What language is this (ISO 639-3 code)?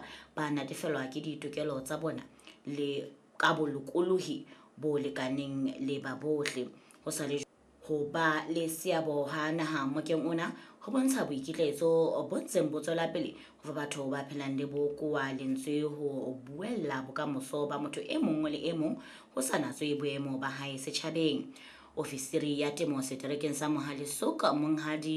sot